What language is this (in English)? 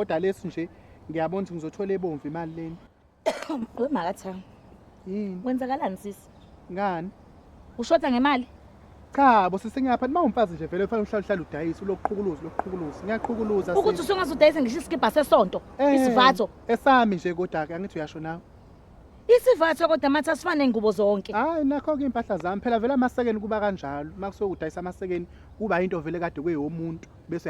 Zulu